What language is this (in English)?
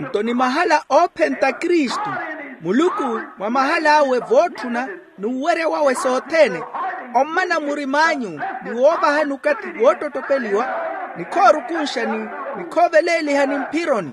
Makhuwa